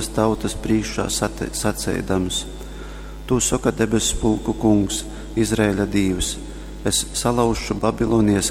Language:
Latgalian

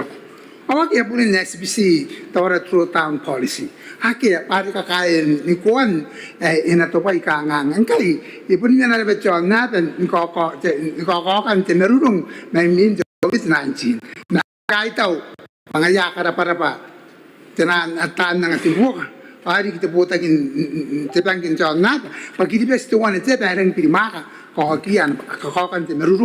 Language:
Gilbertese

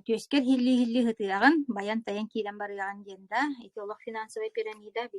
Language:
Yakut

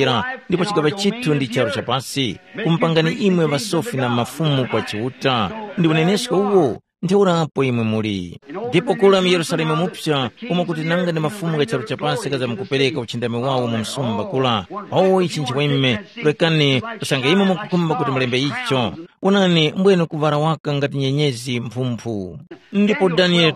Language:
Tumbuka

